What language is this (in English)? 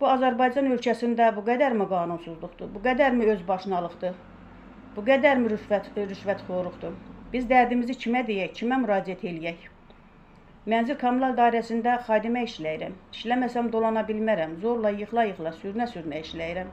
Azerbaijani